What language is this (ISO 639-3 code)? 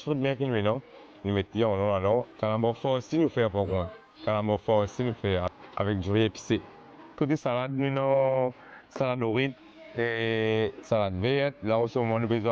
mfe